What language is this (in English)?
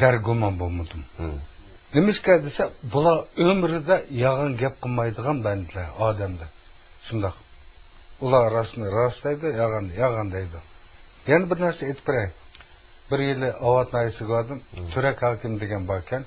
Uyghur